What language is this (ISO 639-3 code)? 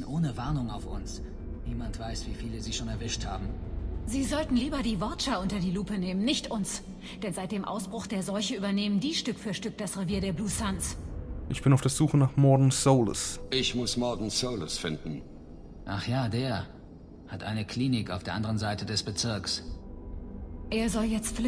deu